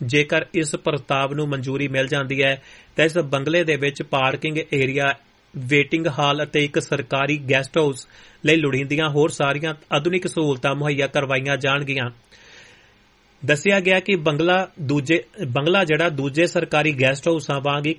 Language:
Punjabi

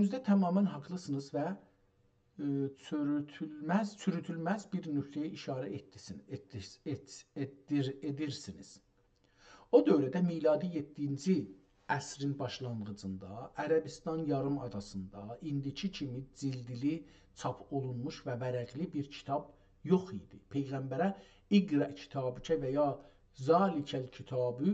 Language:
South Azerbaijani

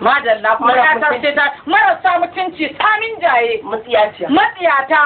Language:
Hausa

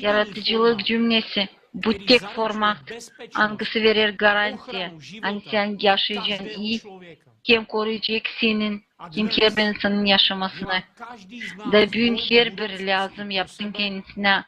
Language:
Gagauz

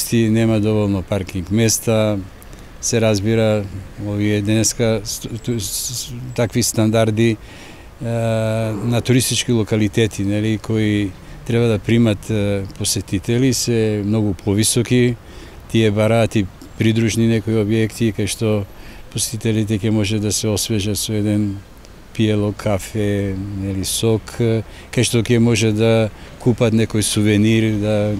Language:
Macedonian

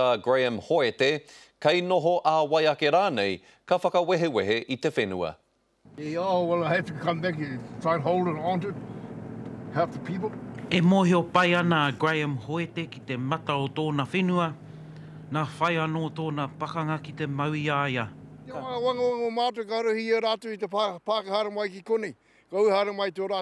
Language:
Māori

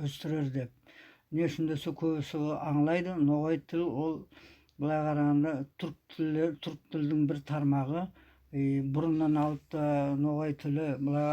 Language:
Nogai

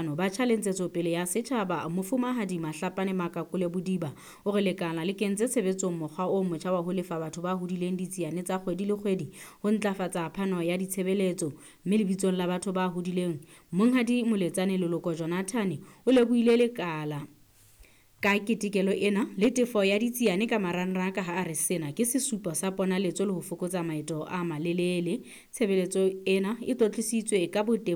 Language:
Southern Sotho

